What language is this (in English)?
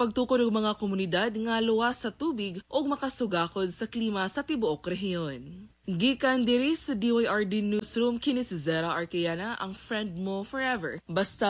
Cebuano